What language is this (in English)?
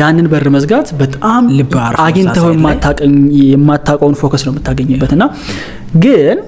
Amharic